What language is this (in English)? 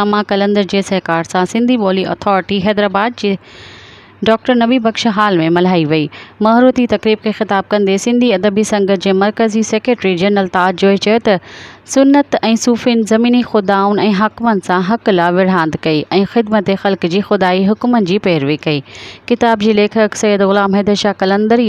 Sindhi